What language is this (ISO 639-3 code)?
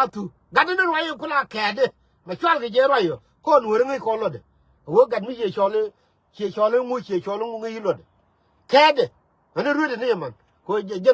nus